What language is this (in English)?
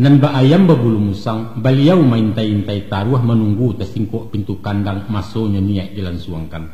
Minangkabau